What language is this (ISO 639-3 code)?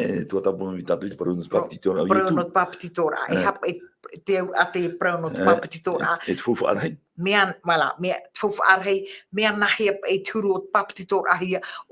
tah